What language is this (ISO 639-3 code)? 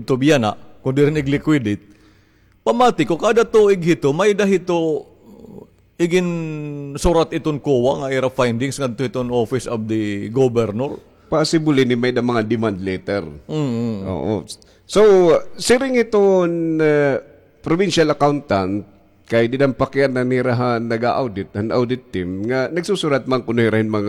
war